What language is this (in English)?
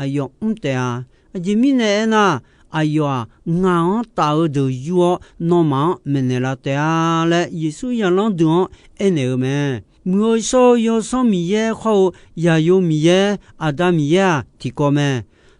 Akha